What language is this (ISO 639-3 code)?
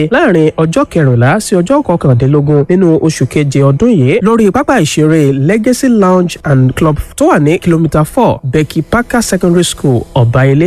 yor